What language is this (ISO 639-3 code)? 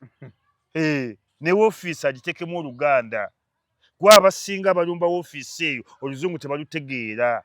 lug